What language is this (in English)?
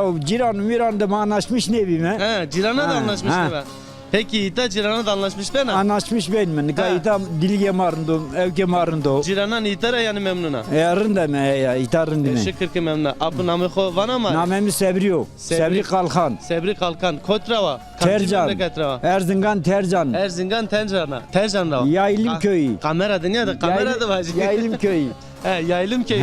Zaza